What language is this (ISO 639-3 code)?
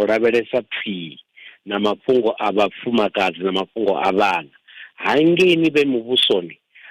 ven